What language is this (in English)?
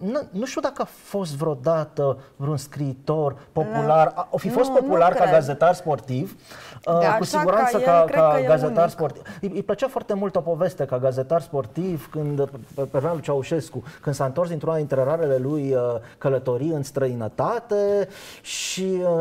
Romanian